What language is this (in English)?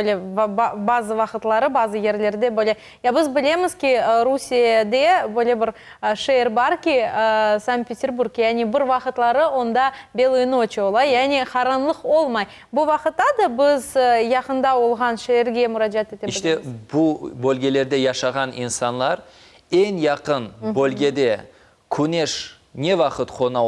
Crimean Tatar